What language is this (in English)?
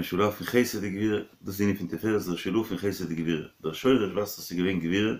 Yiddish